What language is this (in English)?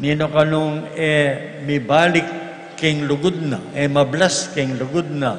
Pampanga